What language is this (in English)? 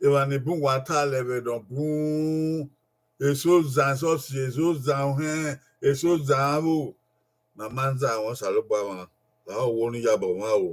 Bini